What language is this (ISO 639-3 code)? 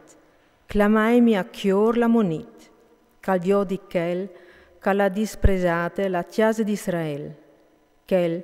fur